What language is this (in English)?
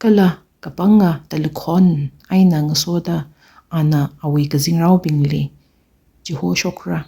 Tangkhul Naga (India)